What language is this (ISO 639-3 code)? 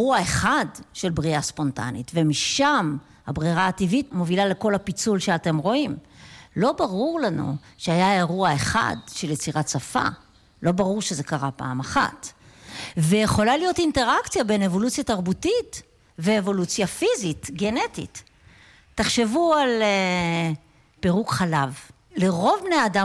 heb